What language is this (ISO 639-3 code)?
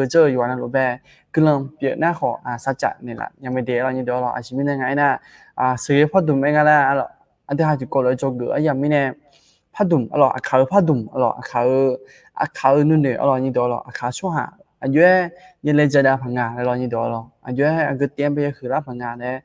ahk